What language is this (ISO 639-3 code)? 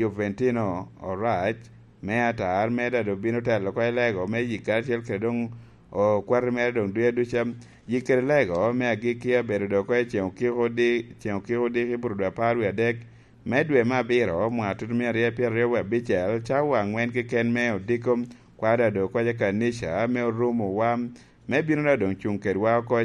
laj